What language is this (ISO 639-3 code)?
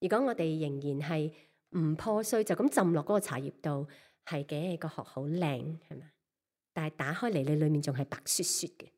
yue